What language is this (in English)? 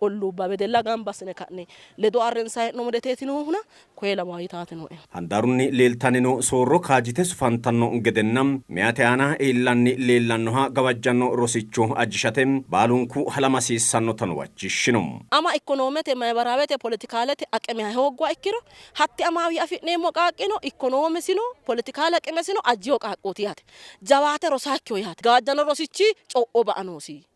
Sidamo